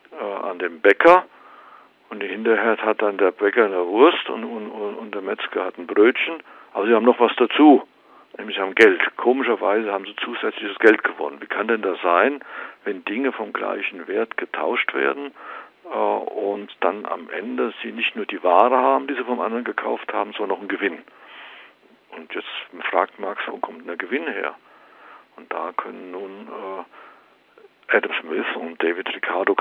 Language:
German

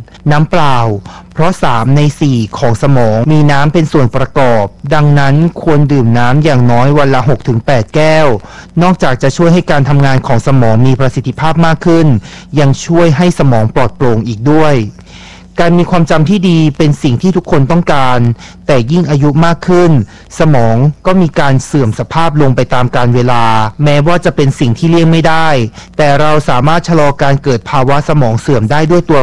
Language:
Thai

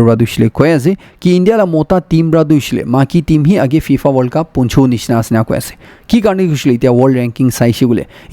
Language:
Naga Pidgin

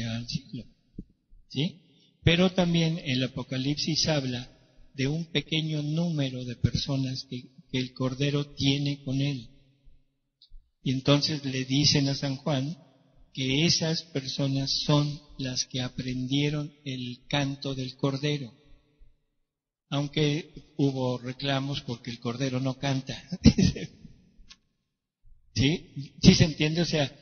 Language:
Spanish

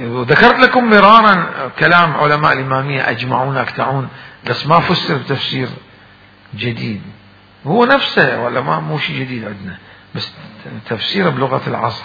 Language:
Mesopotamian Arabic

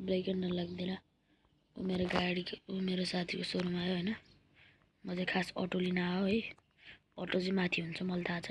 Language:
Nepali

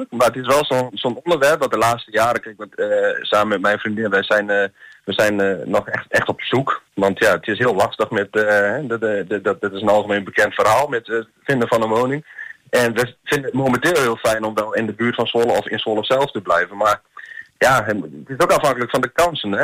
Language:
Dutch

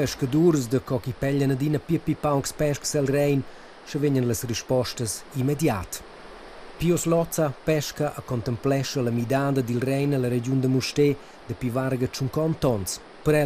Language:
Romansh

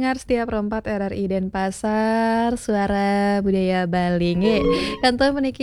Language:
Balinese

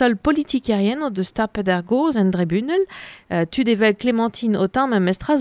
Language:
Breton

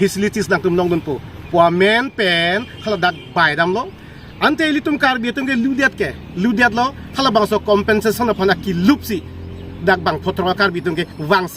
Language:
Karbi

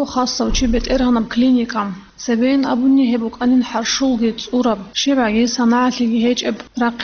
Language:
Avaric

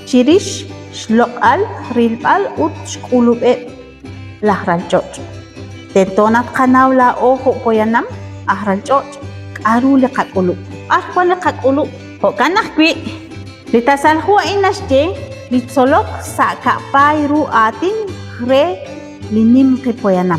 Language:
Kekchí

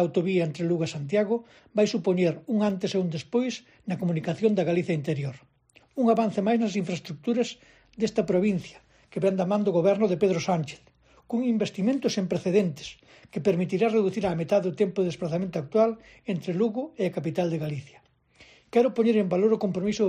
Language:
Galician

